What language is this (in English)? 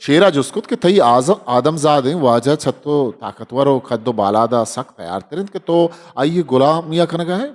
Eastern Balochi